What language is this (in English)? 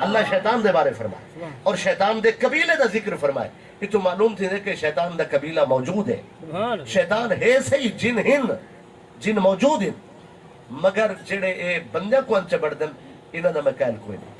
Saraiki